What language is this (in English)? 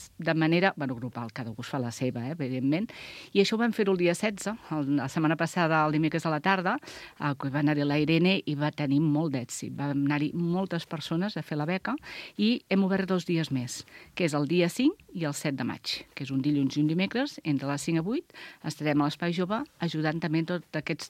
Catalan